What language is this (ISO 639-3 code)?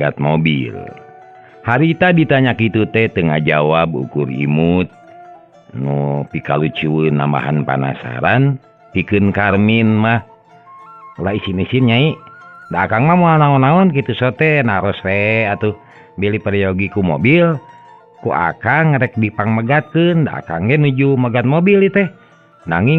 sun